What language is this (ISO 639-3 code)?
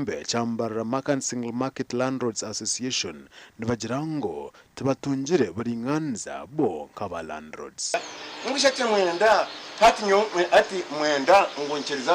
nyn